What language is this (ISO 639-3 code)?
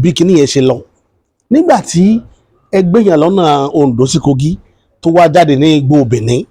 yor